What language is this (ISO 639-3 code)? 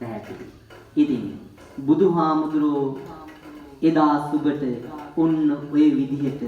sin